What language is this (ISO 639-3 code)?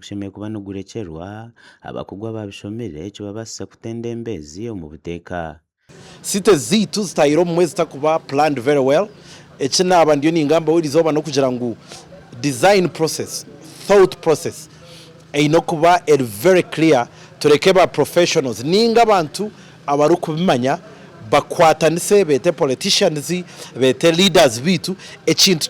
nyn